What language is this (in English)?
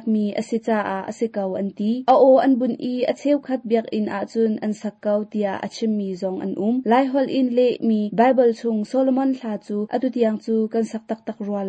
Hakha Chin